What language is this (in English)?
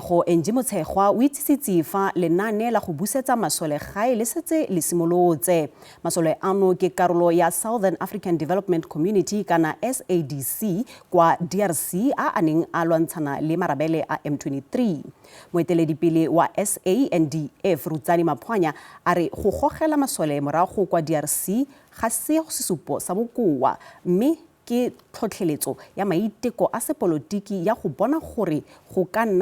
Tswana